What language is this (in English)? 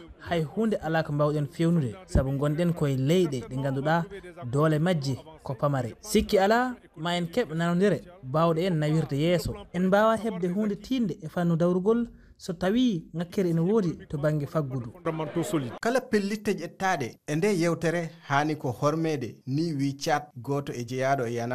Fula